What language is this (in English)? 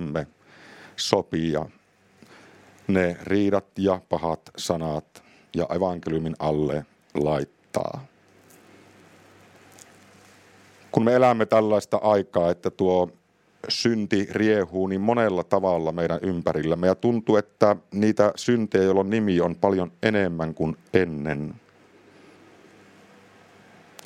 Finnish